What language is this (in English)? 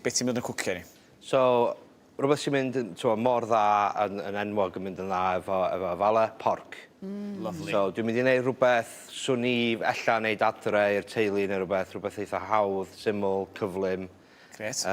Welsh